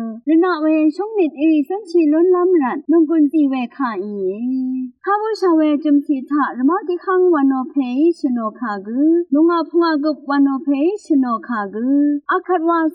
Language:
Rawang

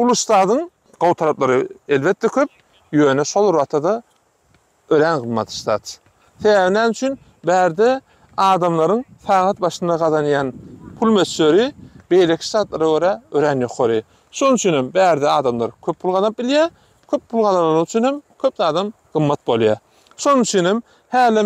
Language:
Turkmen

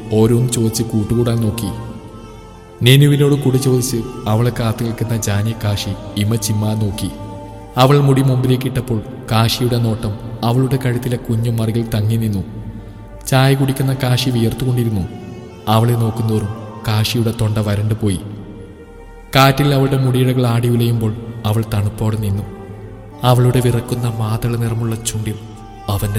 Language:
Malayalam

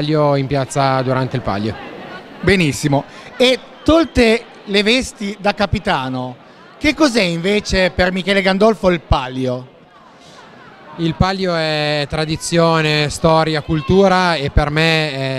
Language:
Italian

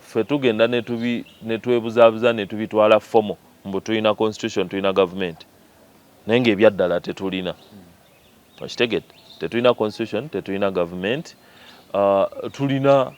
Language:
Ganda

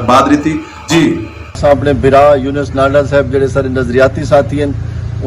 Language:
Saraiki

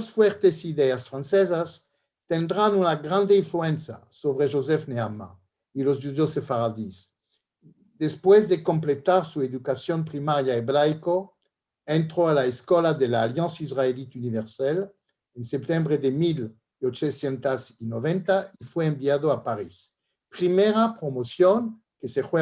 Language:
Ladino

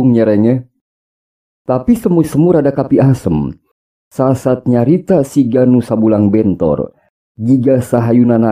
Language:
Sundanese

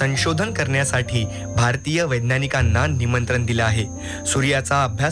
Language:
Marathi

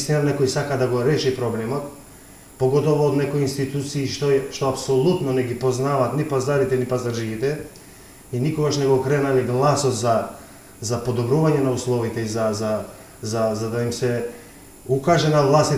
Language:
Macedonian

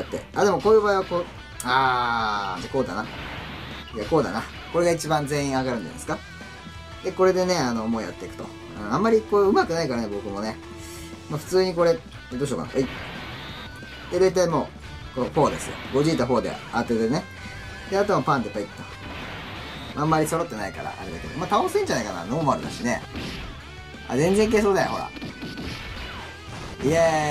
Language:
Japanese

